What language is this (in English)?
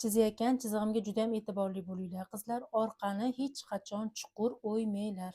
Uzbek